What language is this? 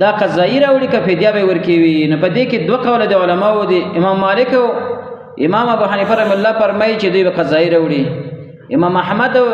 Pashto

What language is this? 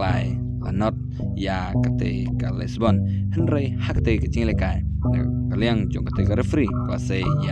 Khasi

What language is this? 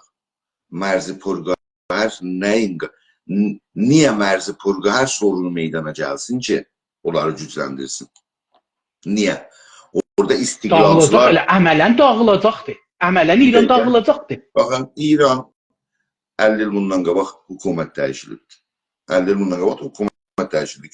South Azerbaijani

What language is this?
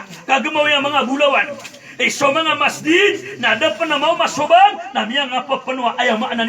Maranao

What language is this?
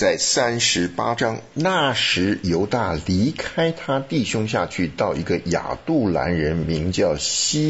Chinese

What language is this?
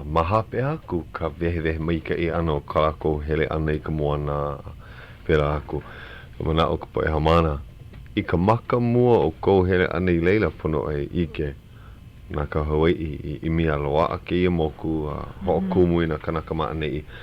Hawaiian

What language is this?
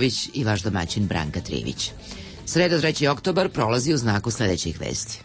Serbian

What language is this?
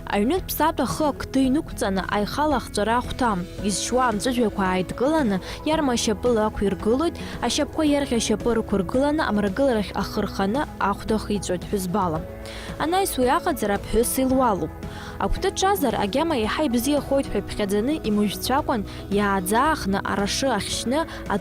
Abkhazian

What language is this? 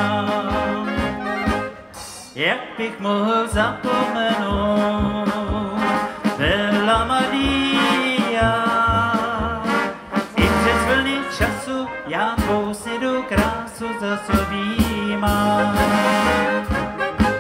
Czech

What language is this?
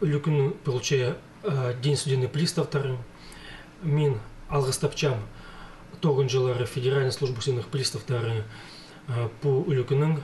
Khakas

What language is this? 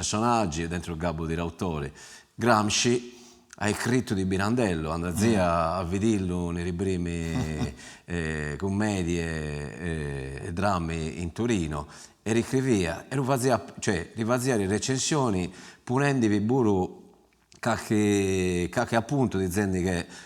Sardinian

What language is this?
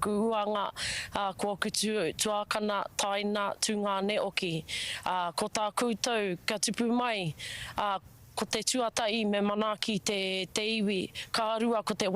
Māori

